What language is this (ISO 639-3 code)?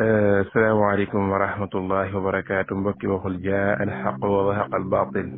wol